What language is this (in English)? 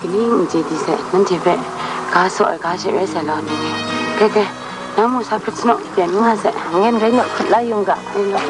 Kachin